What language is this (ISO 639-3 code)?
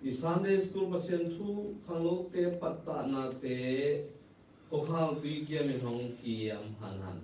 ctd